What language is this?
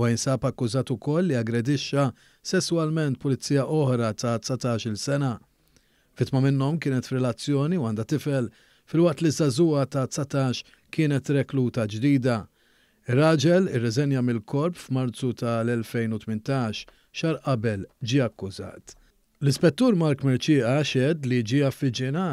Maltese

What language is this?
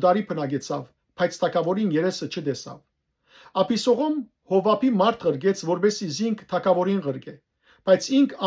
Western Armenian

